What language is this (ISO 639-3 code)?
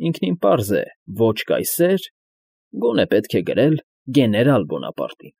hye